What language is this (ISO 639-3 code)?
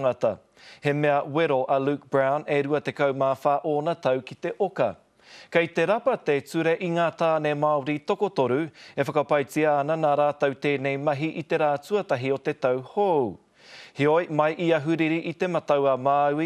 mri